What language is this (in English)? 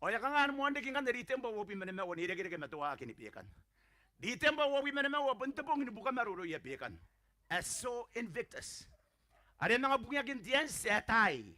Gilbertese